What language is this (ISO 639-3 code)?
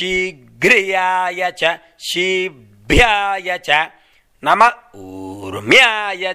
san